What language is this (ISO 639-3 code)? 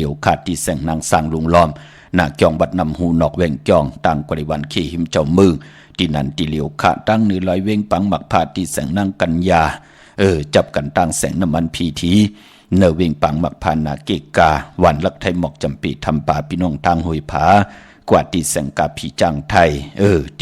shn